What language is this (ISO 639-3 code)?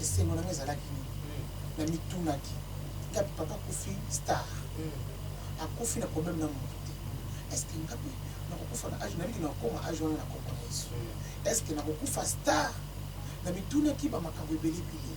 lin